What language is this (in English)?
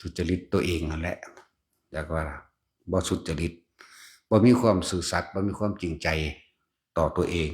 Northeastern Thai